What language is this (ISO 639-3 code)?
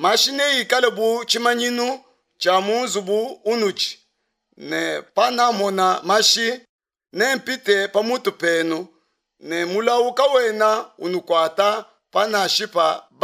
lua